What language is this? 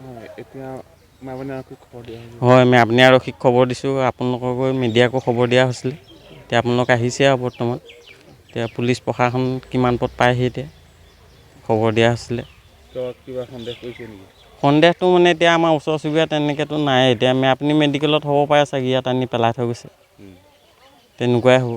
Assamese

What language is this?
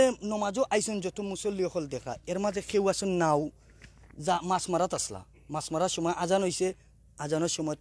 Sylheti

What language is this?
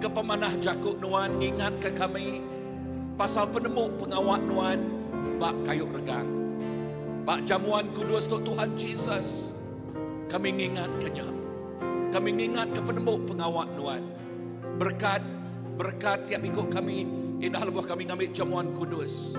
Iban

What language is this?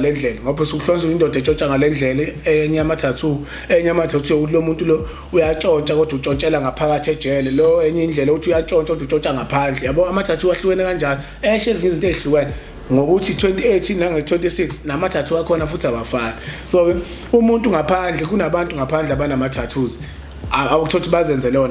Zulu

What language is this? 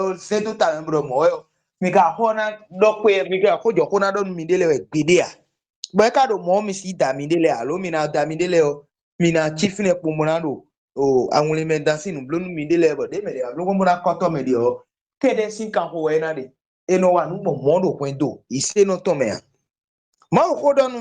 Fon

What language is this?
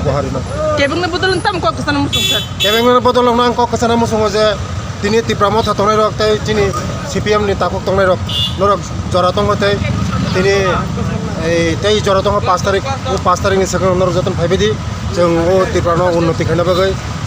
Riang (India)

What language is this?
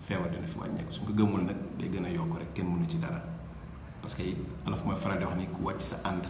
Wolof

